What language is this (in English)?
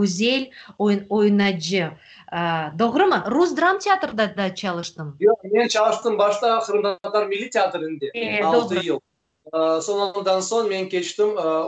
Crimean Tatar